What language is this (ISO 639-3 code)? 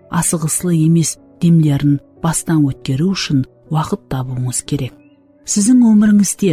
kaa